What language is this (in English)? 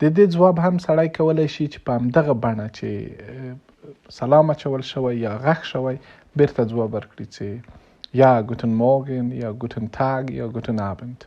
Pashto